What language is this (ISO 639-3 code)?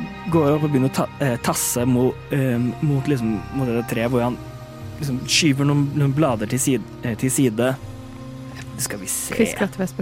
nor